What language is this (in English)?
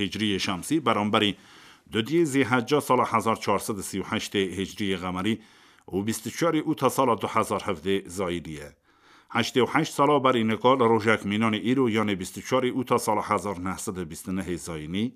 Kurdish